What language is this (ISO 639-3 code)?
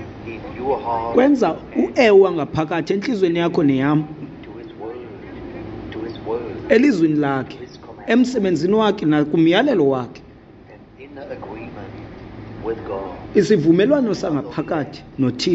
xho